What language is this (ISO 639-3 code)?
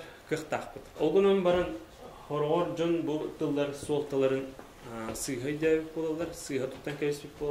sah